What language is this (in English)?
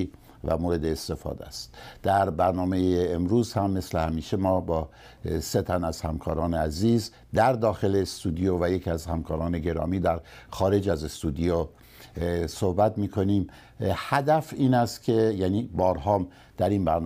Persian